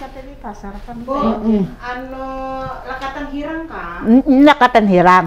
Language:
Banjar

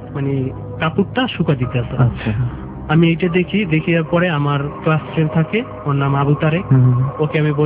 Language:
Bangla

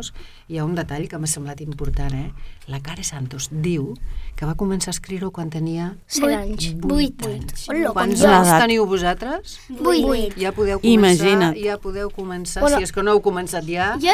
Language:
Catalan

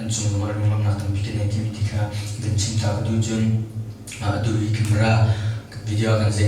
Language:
Hakha Chin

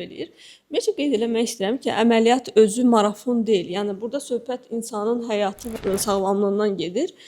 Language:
Azerbaijani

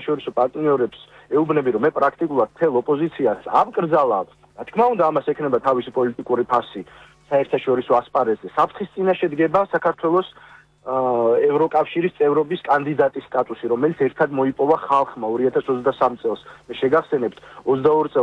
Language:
Georgian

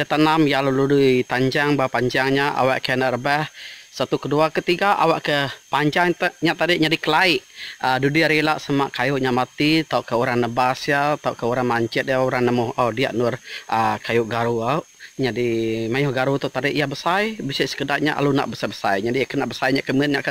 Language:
Iban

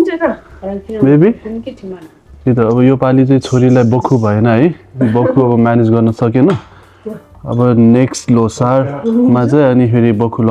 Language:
Nepali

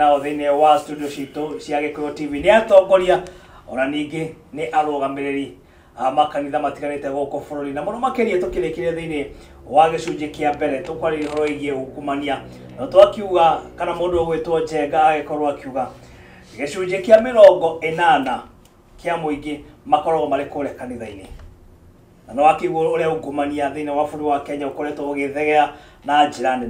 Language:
Kikuyu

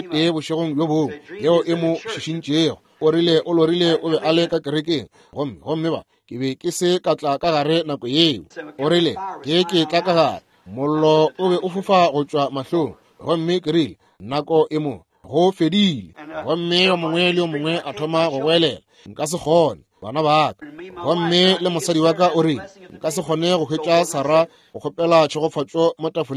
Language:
Northern Sotho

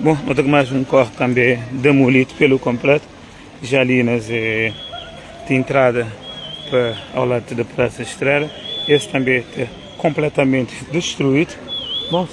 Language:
Kabuverdianu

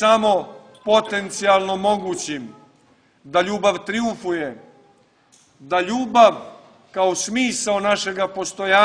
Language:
Serbian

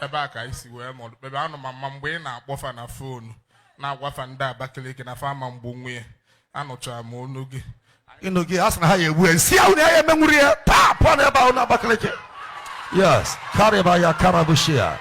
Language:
Igbo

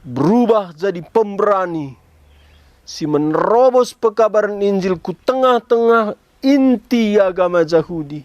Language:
Batak Karo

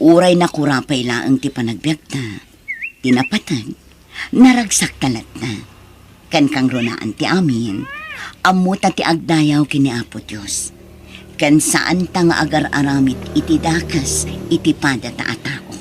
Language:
Iloko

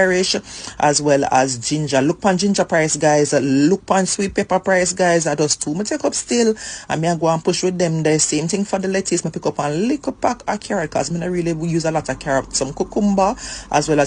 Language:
Jamaican Creole English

